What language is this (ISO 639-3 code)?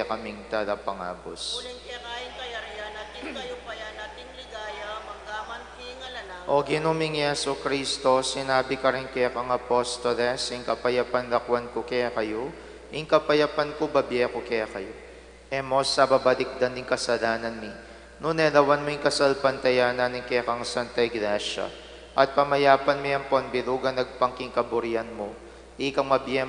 pam